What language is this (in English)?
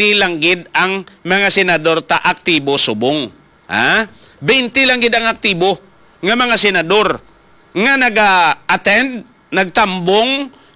Hiligaynon